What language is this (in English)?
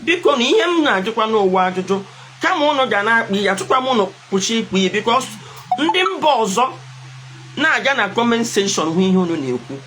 Igbo